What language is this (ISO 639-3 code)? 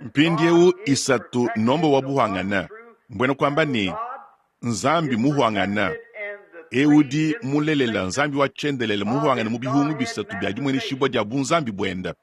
lua